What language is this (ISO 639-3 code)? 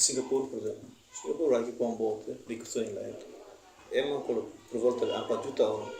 tet